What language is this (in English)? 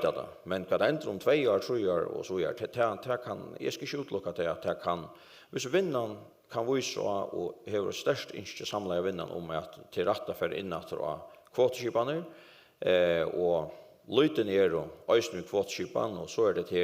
Faroese